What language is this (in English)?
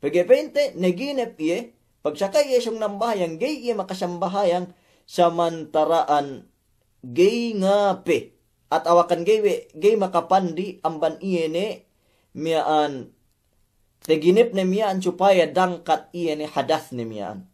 Yakan